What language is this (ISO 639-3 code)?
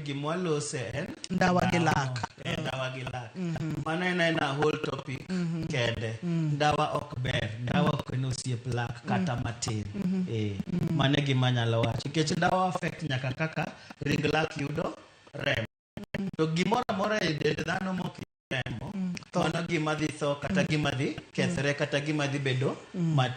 luo